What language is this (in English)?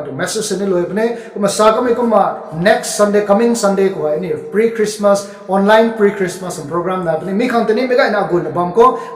Rongmei Naga